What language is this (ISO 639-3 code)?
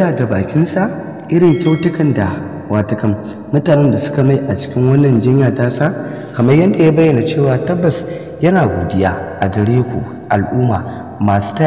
hau